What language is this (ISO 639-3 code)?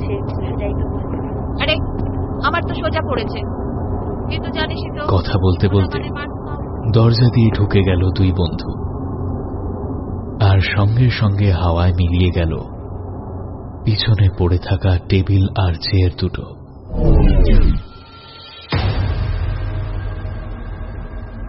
ben